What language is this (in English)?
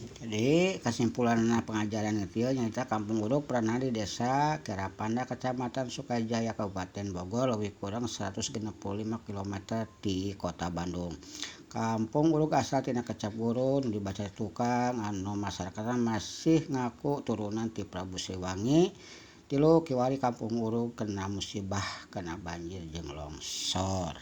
Sundanese